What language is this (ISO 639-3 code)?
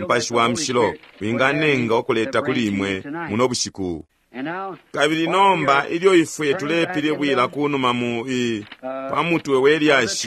bem